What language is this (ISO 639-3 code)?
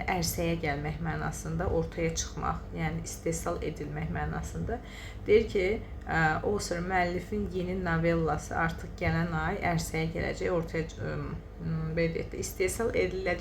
aze